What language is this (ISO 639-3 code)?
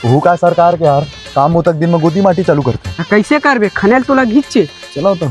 hne